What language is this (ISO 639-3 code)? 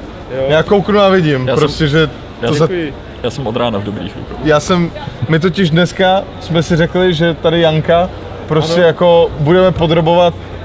ces